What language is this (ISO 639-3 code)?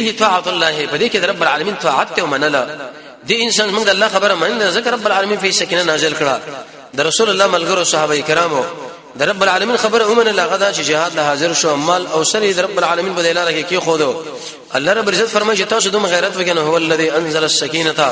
pus